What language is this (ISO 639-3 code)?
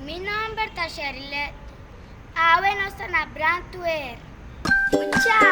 pap